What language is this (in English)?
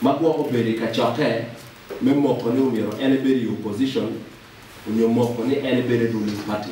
Acoli